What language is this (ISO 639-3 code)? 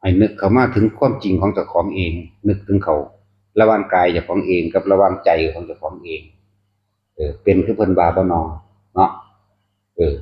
tts